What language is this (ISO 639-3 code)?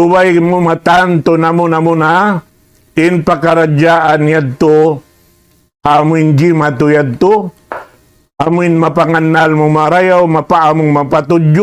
tsg